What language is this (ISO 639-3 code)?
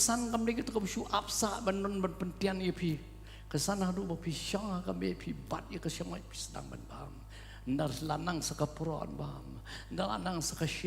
kha